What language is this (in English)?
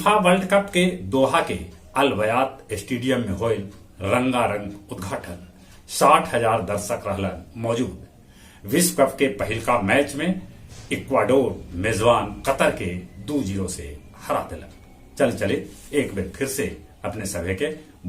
Magahi